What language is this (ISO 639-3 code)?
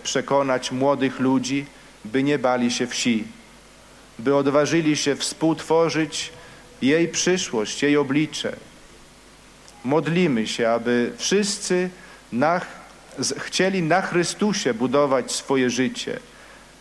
pol